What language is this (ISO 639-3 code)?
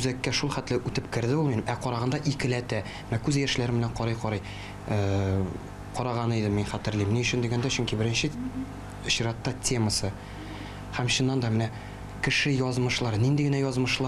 tat